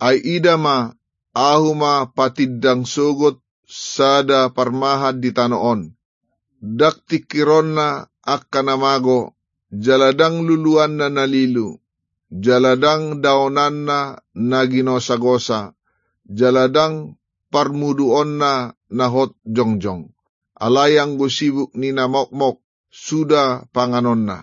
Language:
Batak Toba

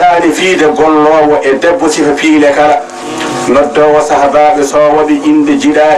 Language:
Fula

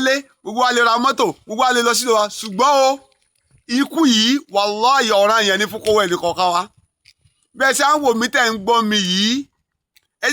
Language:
Yoruba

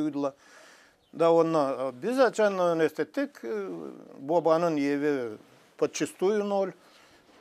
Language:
Gagauz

